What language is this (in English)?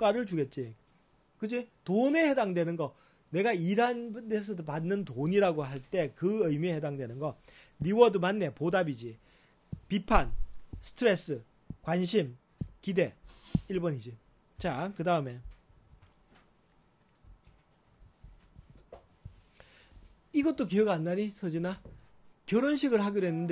Korean